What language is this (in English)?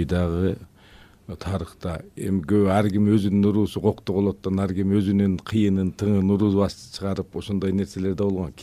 Kyrgyz